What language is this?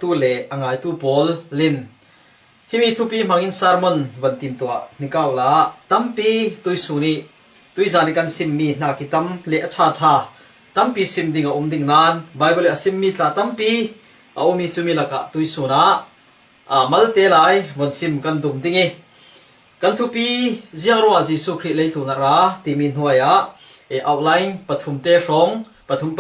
Falam Chin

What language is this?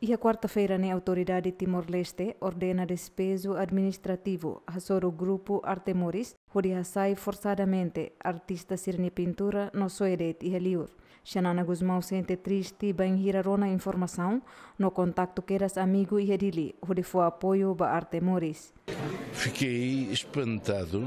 Tetum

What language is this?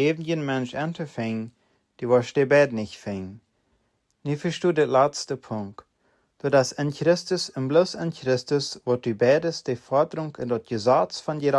Plautdietsch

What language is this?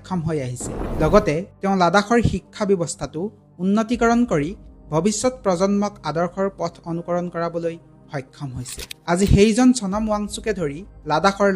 Assamese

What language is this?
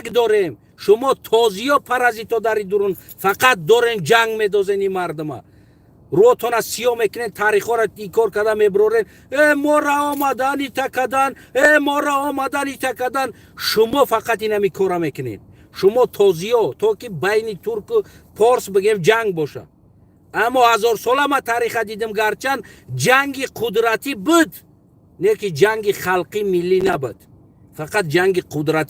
Tajik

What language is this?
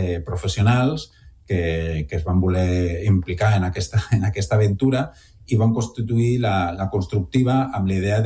Catalan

